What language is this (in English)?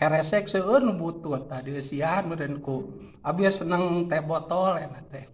Sundanese